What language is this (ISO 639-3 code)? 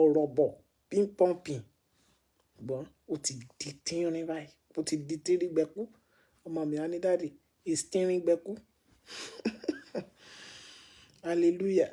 yor